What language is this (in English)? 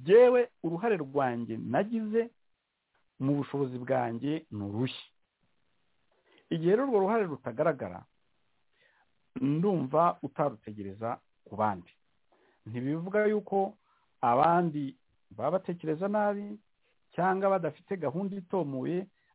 Kinyarwanda